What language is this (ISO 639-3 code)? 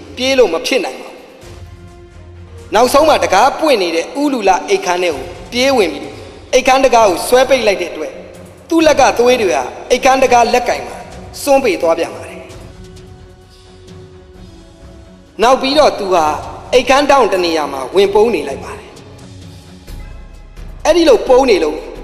mya